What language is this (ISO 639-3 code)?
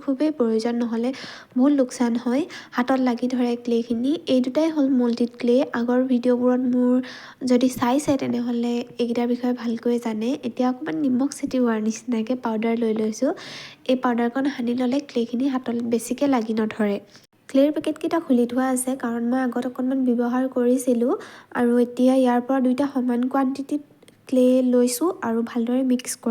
asm